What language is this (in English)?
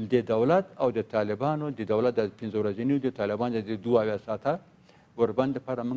Pashto